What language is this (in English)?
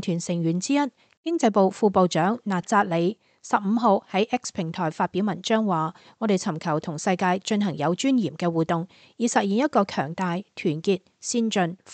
Cantonese